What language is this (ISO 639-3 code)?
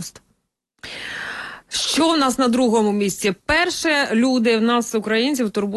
ukr